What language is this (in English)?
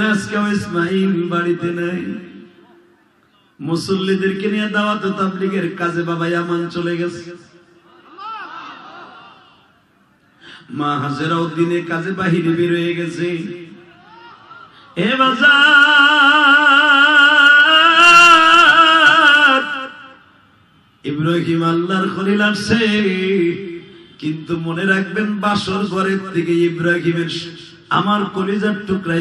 Bangla